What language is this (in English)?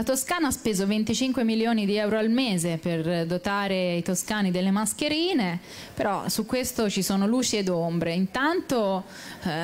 Italian